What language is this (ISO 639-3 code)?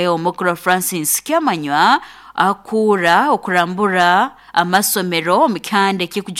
nyo